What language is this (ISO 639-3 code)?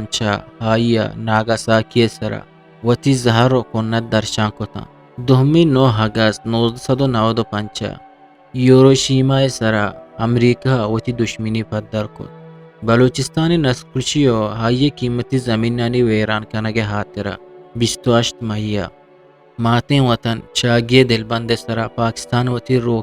bgp